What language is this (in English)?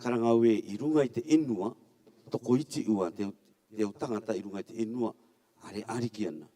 Rarotongan